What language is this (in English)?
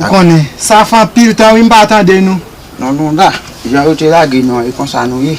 Haitian Creole